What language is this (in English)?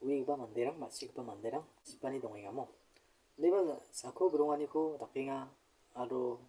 Garo